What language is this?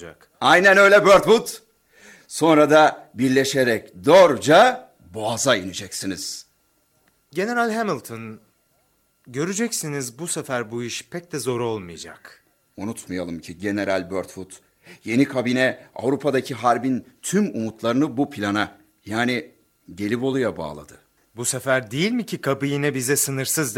Turkish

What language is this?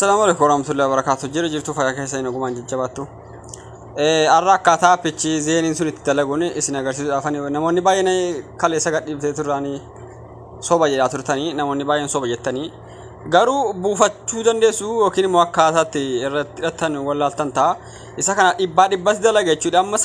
Oromo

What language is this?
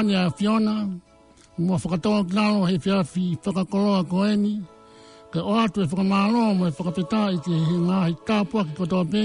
Tongan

